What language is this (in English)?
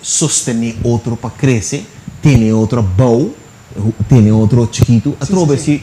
Papiamento